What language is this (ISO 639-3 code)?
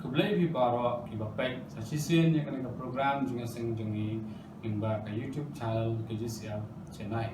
kha